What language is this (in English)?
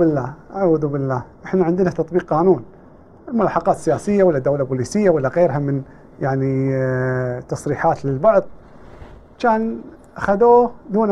Gulf Arabic